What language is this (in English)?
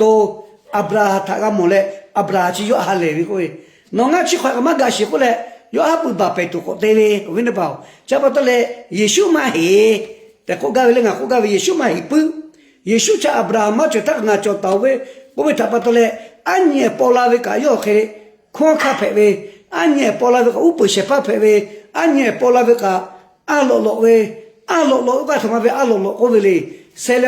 Lahu